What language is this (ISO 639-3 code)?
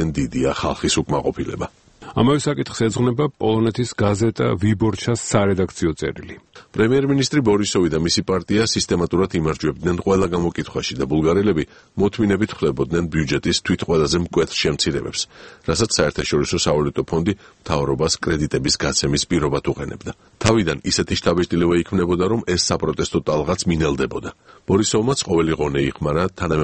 kat